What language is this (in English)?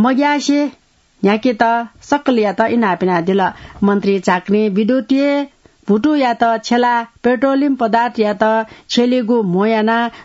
Newari